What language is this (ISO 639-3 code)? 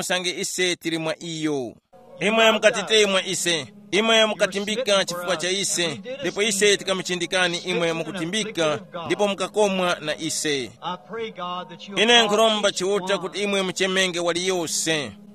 tum